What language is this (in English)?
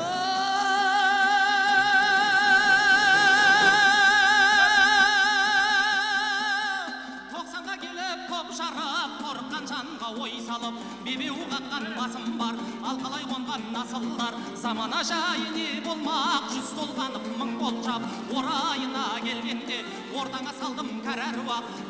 Kazakh